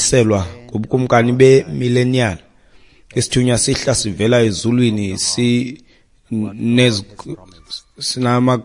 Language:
Xhosa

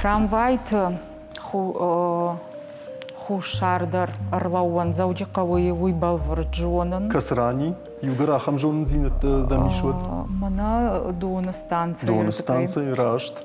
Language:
Ossetic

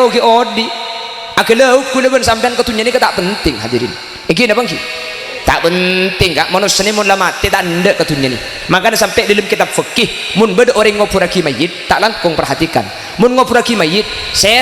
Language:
Madurese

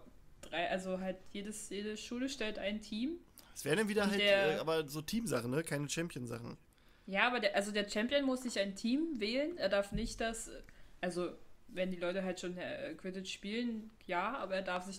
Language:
German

